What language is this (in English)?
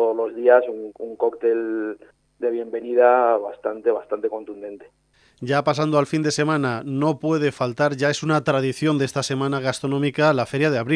Spanish